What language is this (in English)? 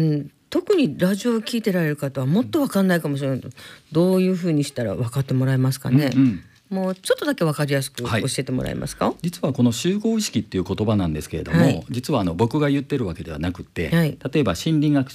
Japanese